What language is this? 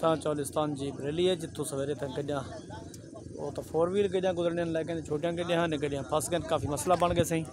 Saraiki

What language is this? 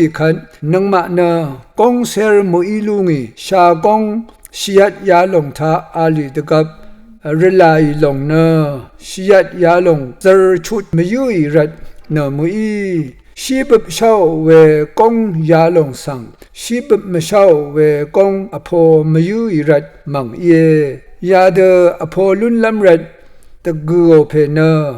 Rawang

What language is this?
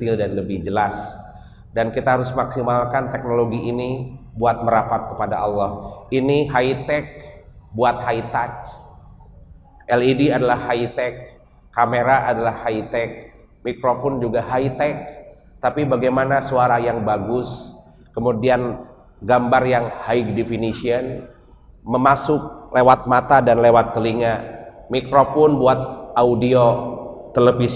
Indonesian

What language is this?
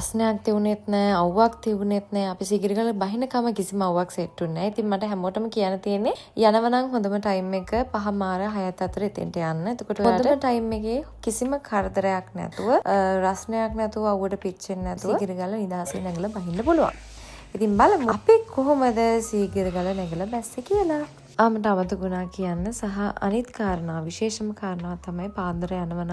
Sinhala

